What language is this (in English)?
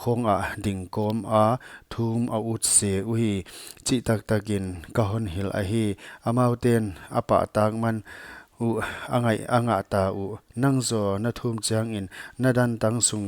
Paite Chin